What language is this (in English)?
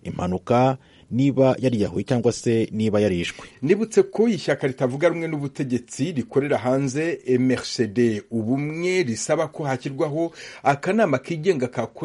Kinyarwanda